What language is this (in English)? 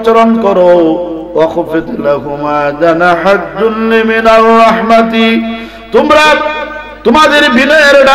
Bangla